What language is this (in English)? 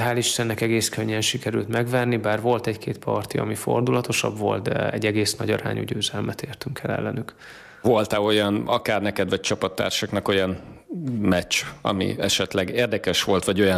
Hungarian